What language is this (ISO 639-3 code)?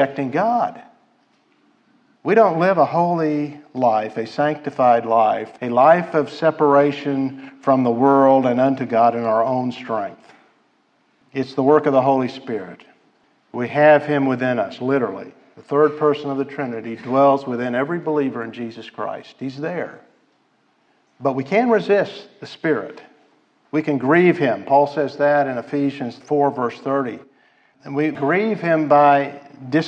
eng